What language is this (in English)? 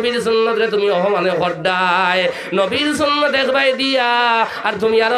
Sylheti